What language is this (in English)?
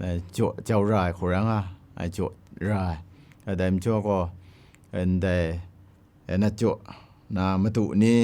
Kachin